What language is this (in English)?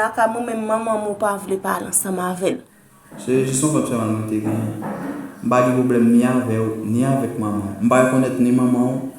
Haitian Creole